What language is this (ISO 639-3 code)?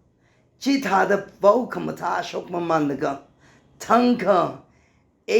nmf